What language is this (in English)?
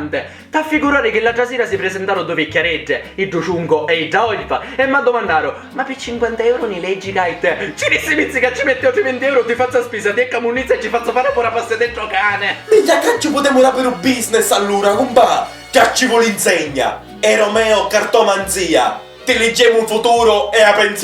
Sicilian